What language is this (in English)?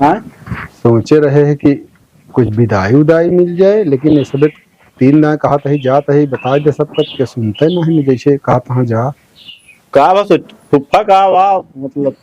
Awadhi